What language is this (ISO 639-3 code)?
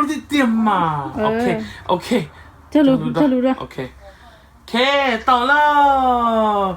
hmn